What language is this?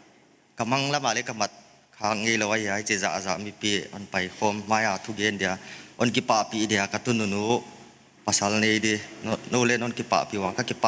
Paite Chin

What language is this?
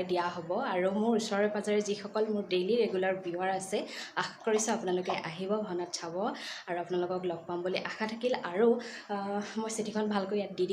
Assamese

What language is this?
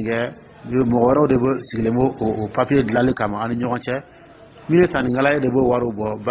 Dyula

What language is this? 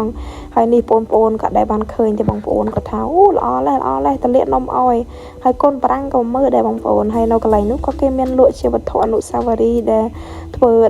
Khmer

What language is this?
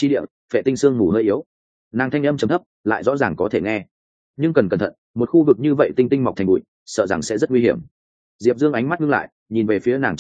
Vietnamese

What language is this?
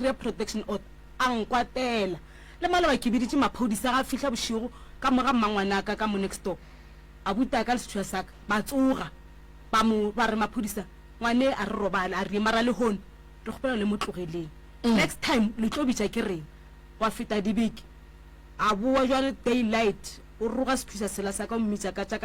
Northern Sotho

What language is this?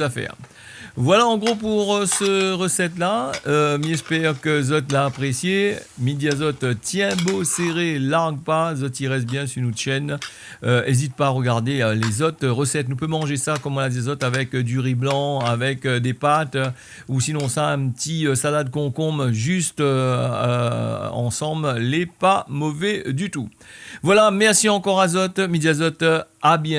Réunion Creole French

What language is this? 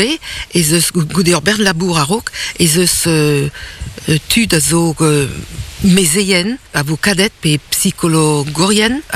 Breton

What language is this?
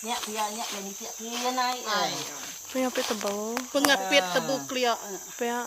Iban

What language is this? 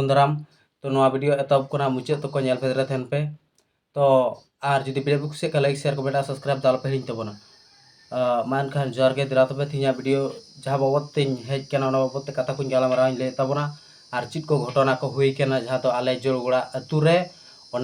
Santali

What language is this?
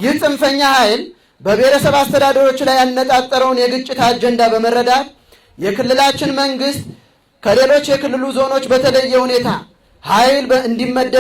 Amharic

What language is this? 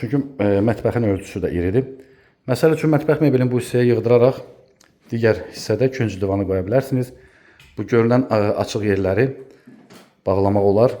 Azerbaijani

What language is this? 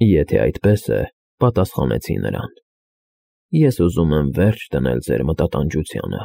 Armenian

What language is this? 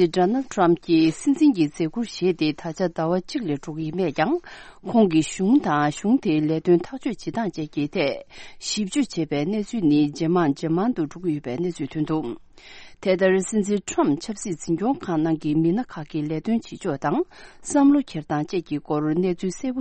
Tibetan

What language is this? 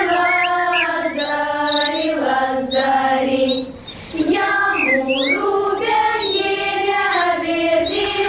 Gagauz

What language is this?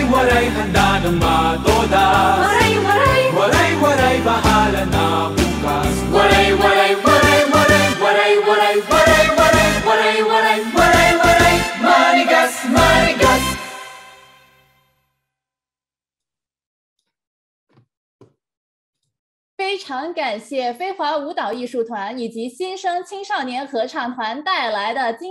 Chinese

